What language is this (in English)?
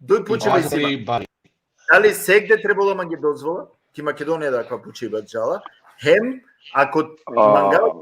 Balkan Romani